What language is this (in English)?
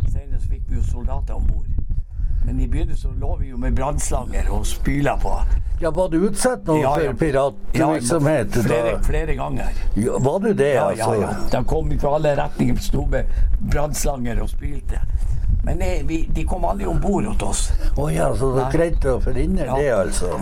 Norwegian